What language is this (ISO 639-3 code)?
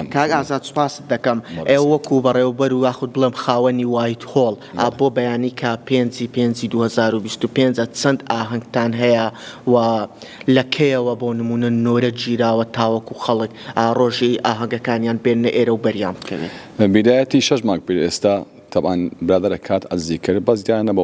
ckb